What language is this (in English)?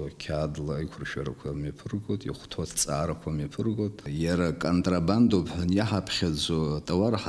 Abkhazian